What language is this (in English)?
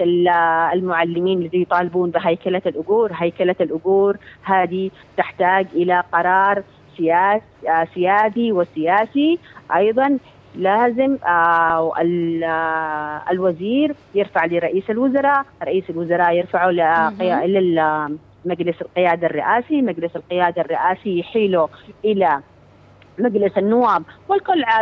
Arabic